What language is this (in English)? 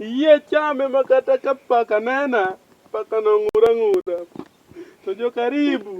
Luo (Kenya and Tanzania)